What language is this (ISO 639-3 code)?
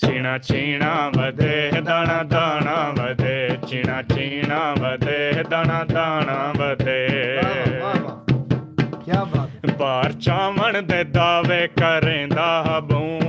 skr